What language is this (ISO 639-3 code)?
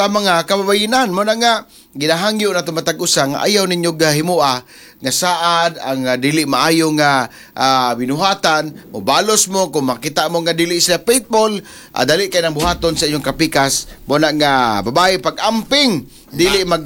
ceb